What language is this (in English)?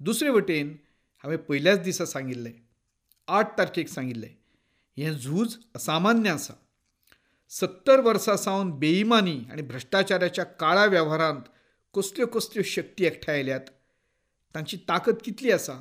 Konkani